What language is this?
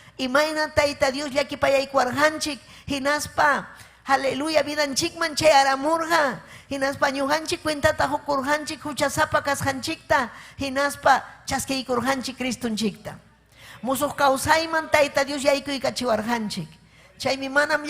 Ayacucho Quechua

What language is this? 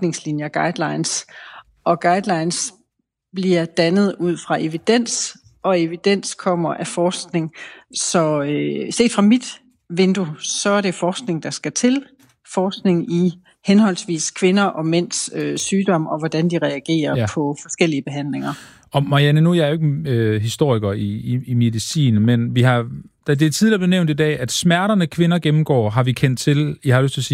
Danish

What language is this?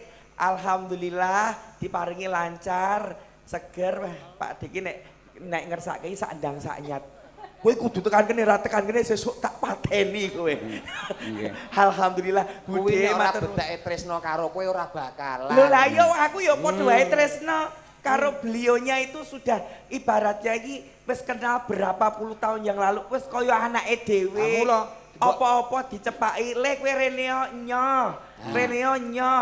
Javanese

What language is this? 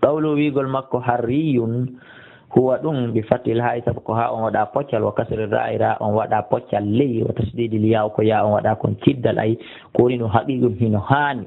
Fula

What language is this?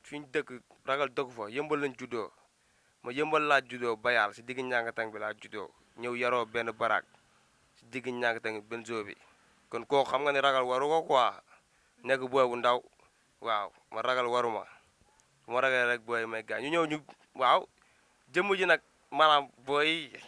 Wolof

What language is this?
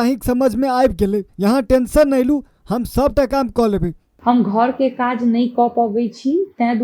Maithili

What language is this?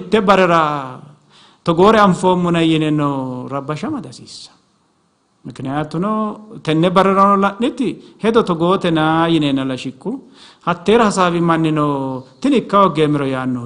Sidamo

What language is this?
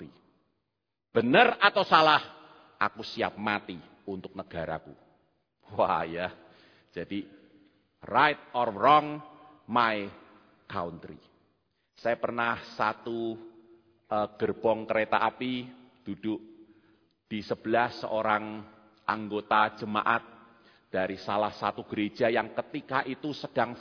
Indonesian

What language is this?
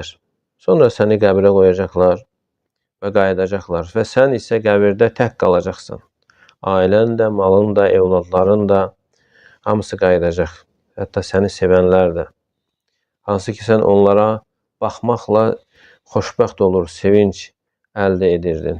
Azerbaijani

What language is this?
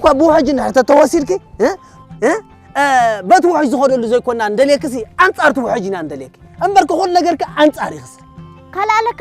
Tigrinya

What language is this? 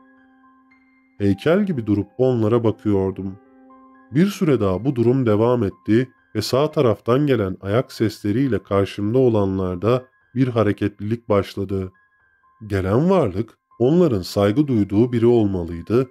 Turkish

